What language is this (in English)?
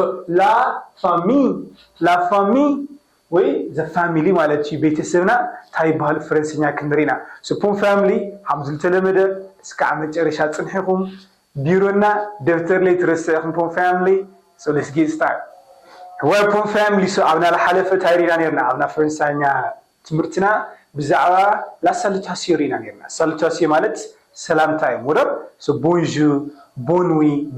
Tigrinya